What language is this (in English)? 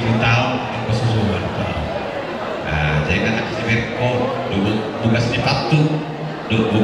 Batak Toba